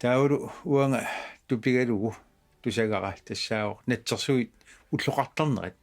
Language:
Kalaallisut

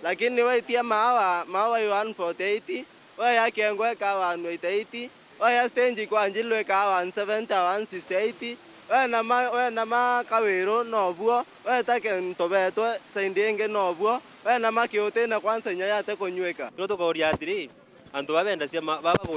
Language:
Meru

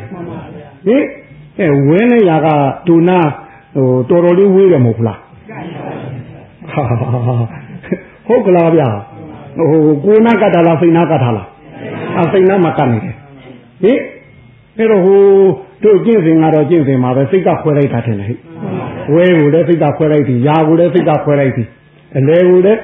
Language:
Burmese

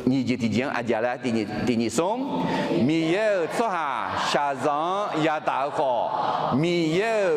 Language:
Akha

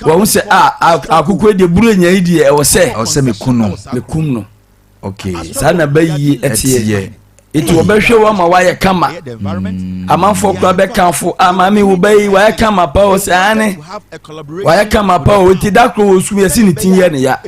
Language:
Akan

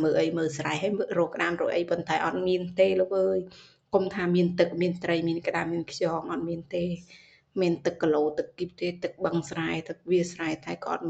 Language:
Khmer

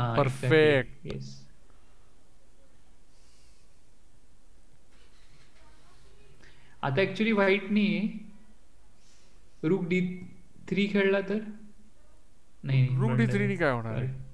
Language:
Marathi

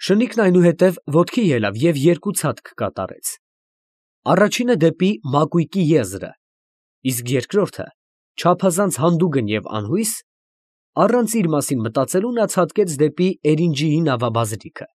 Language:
Armenian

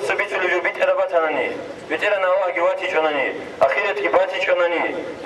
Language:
Avaric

